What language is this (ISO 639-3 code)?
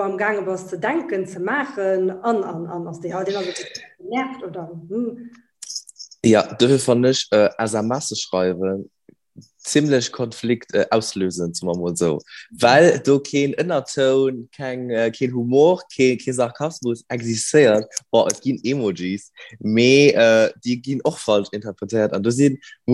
ltz